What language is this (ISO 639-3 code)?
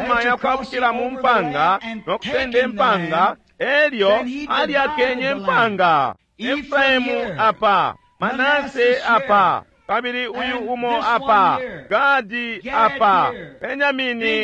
bem